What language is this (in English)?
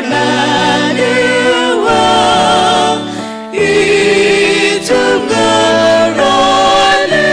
Tangkhul Naga (India)